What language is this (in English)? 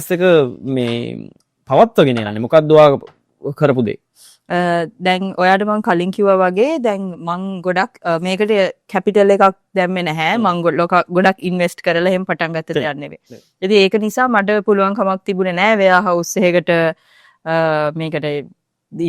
Sinhala